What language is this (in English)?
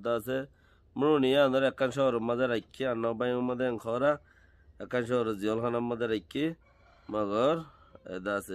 Rohingya